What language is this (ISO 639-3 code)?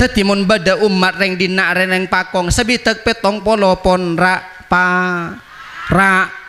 mad